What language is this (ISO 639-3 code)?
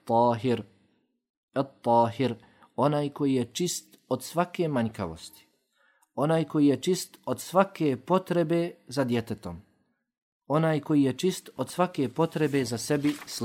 bos